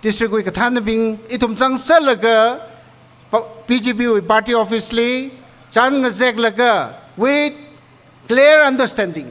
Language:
Tangkhul Naga (India)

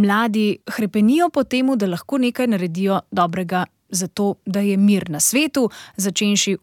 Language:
Slovenian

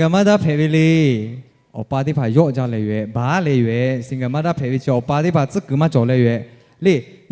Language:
Lahu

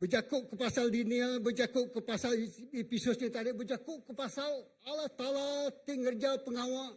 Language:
Iban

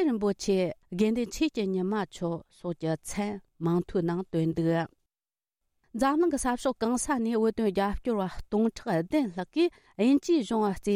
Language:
Tibetan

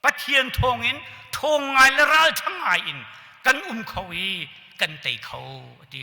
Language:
Hakha Chin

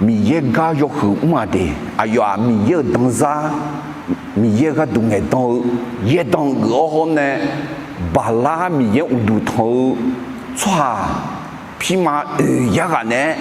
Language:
Akha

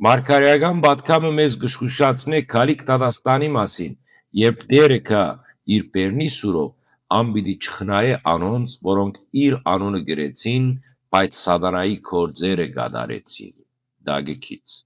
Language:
Western Armenian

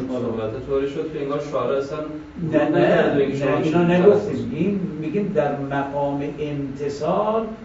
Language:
Persian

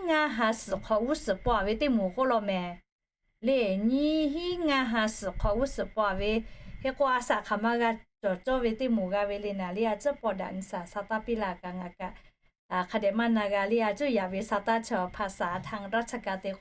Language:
Lahu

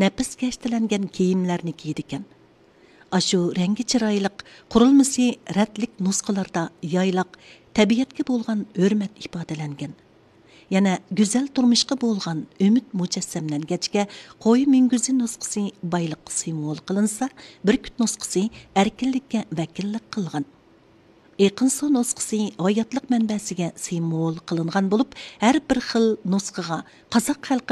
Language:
Uyghur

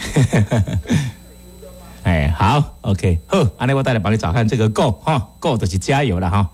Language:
Min Nan Chinese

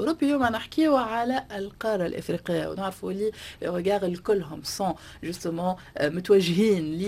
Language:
Tunisian Arabic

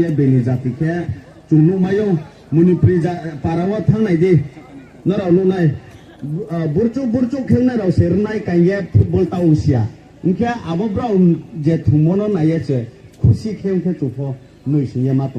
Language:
Riang (India)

